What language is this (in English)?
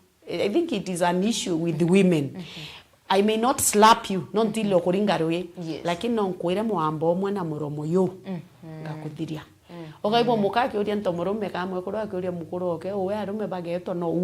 Meru